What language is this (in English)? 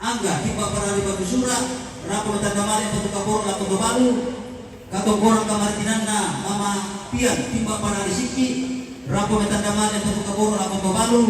Toraja-Sa'dan